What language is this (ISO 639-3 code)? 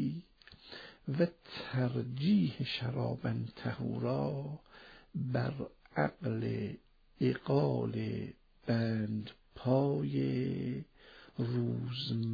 fas